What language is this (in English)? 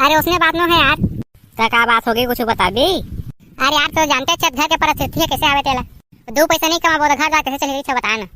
Chhattisgarhi